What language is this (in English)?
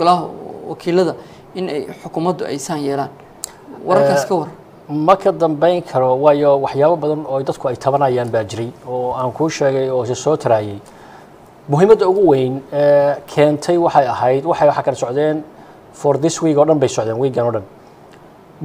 Somali